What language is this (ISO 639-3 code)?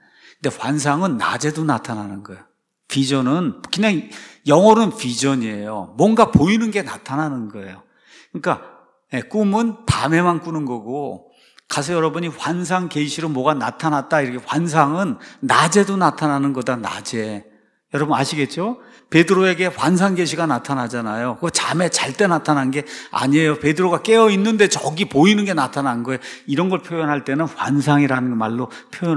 kor